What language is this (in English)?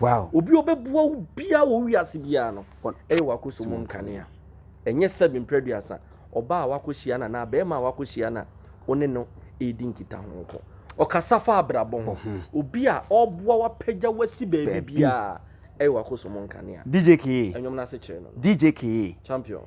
Akan